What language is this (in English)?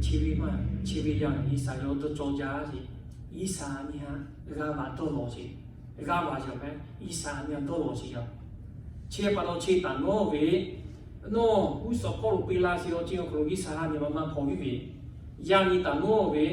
Lahu